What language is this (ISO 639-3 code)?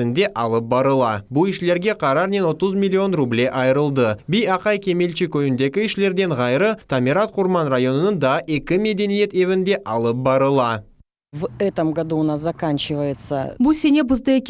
crh